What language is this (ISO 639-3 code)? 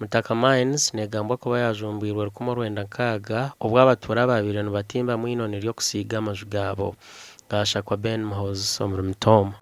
nyn